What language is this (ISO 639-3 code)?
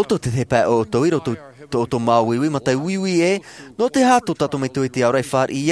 tah